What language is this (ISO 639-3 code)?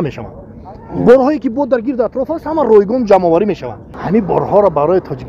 tgk